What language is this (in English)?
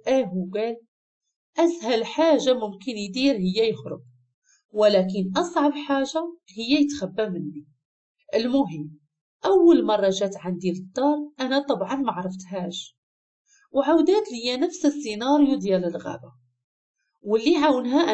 Moroccan Arabic